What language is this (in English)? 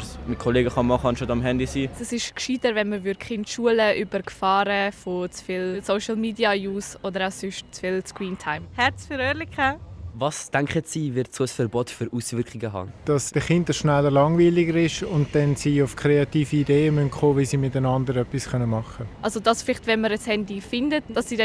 Swiss German